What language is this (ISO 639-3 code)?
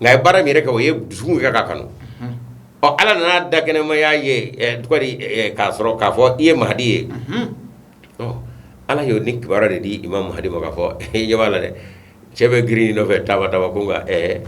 bam